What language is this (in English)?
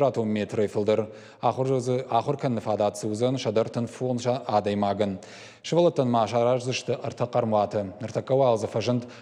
Ossetic